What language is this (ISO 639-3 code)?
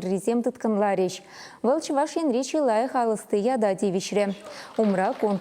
chv